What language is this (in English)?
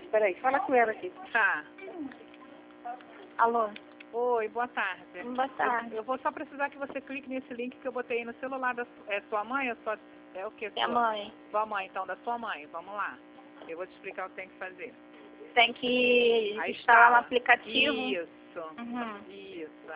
Portuguese